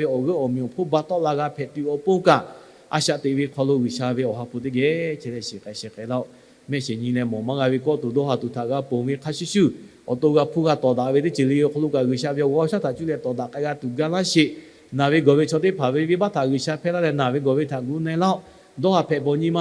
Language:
Lahu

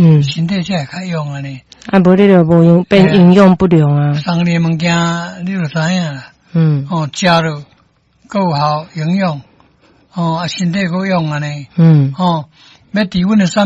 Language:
Min Nan Chinese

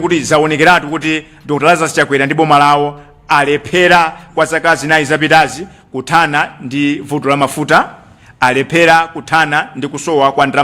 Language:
Nyanja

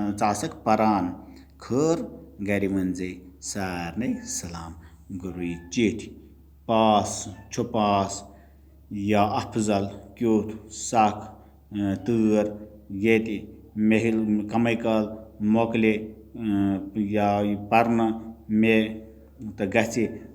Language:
Kashmiri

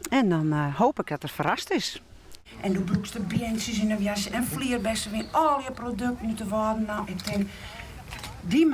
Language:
Western Frisian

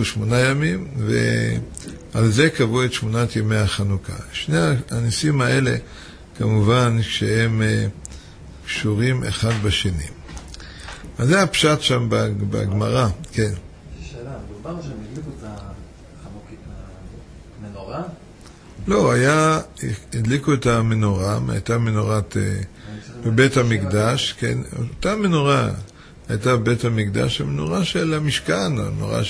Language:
Hebrew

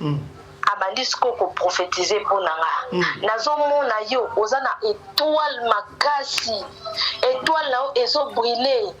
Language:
Lingala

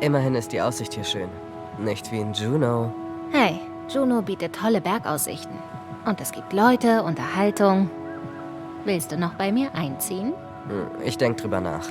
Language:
Swiss German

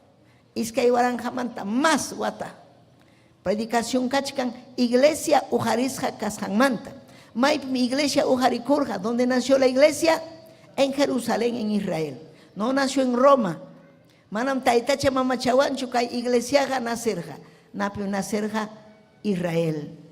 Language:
Ayacucho Quechua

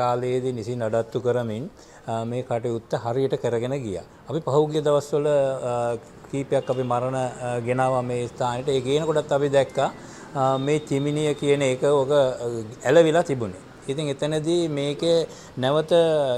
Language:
Sinhala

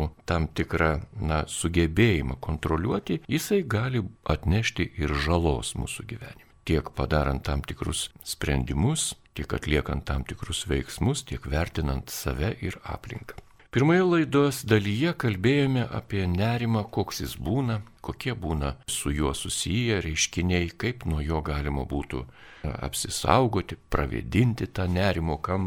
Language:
Lithuanian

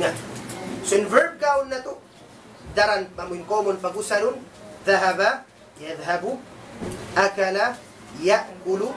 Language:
Tausug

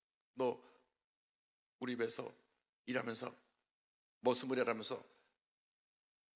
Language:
Korean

